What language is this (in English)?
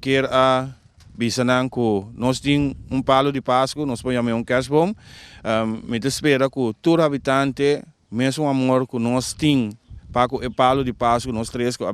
Papiamento